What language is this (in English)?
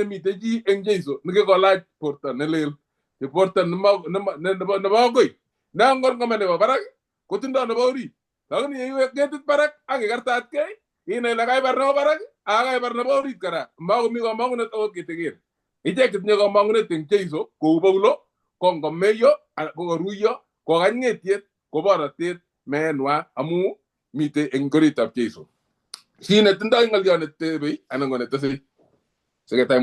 Kalenjin